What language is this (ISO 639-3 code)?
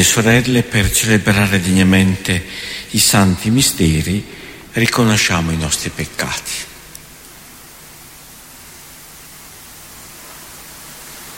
ita